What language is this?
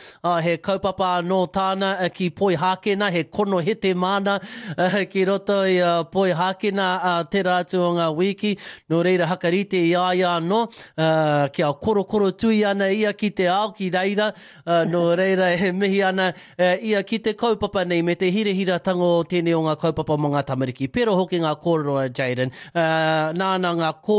Māori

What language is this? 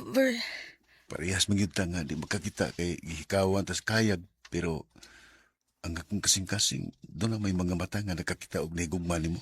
Cebuano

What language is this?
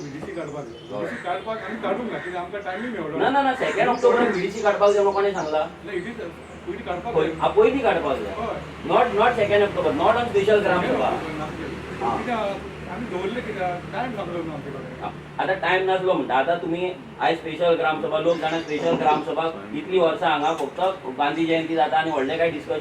Konkani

